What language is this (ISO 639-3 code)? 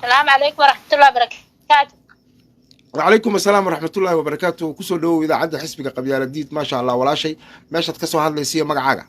som